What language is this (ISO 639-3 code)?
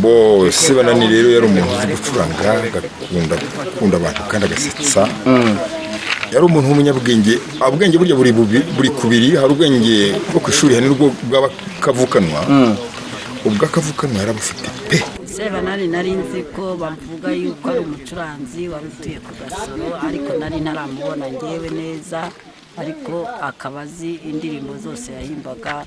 kin